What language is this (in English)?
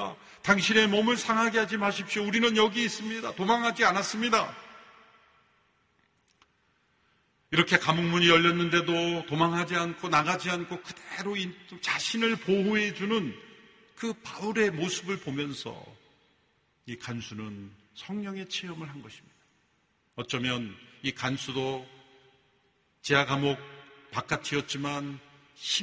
Korean